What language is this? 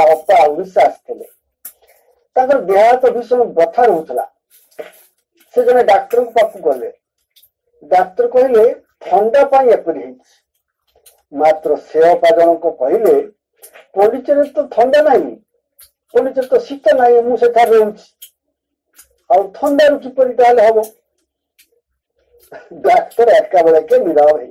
Odia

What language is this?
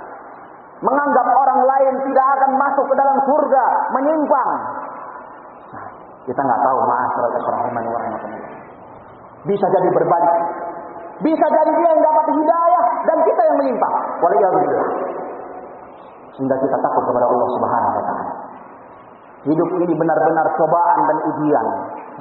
Indonesian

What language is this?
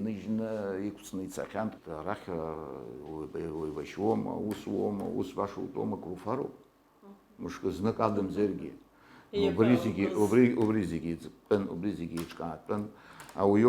Abkhazian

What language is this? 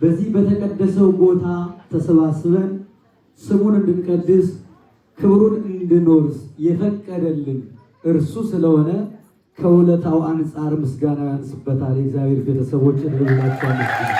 Amharic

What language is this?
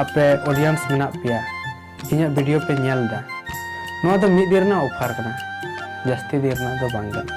Santali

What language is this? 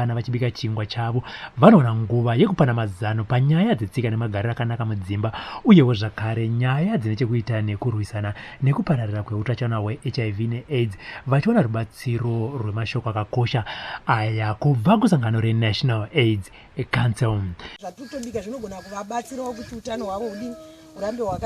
Shona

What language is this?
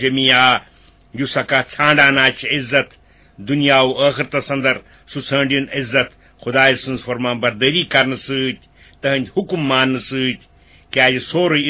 Kashmiri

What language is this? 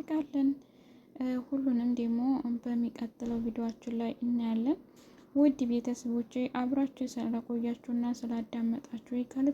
Amharic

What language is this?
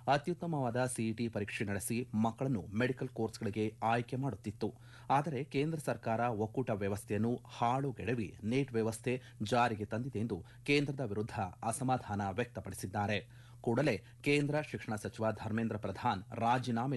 Kannada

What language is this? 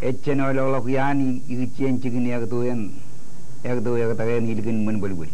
Marshallese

